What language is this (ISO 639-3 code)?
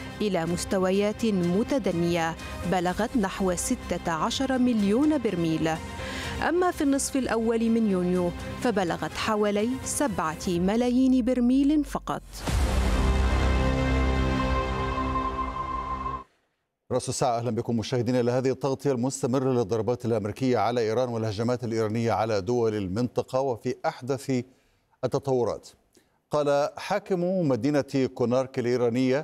ara